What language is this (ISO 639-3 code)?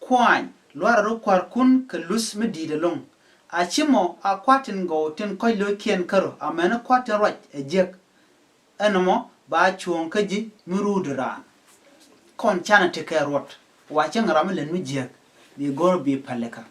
nus